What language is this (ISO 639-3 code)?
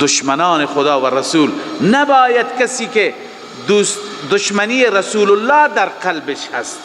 fas